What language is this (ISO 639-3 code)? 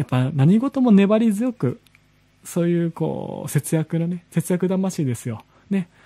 jpn